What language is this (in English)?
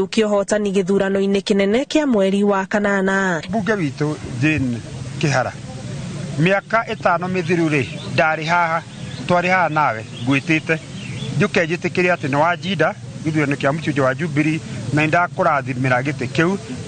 Kikuyu